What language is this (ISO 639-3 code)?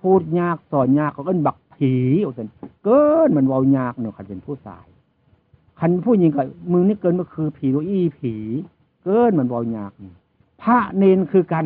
tts